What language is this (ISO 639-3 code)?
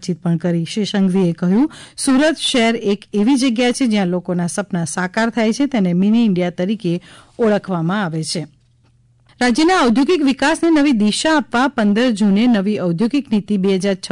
guj